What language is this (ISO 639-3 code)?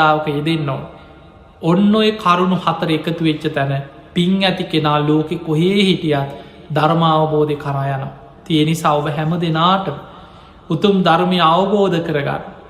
sin